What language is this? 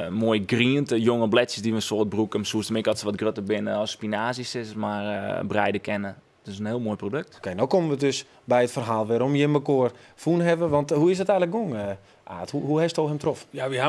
Western Frisian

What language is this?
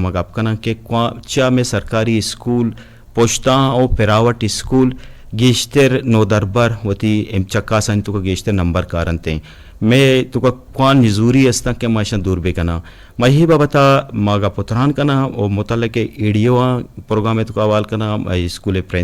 Eastern Balochi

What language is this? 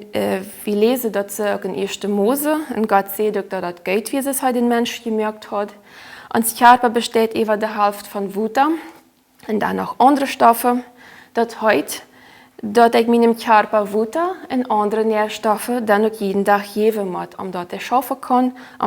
Plautdietsch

